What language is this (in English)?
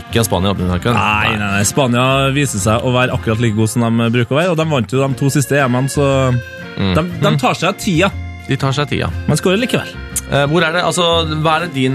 Norwegian